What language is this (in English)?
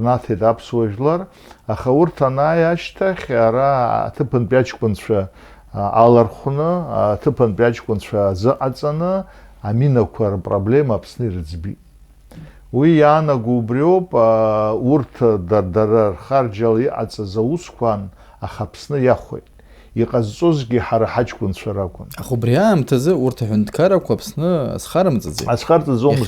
Abkhazian